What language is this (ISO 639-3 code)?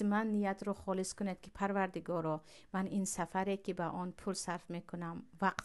tgk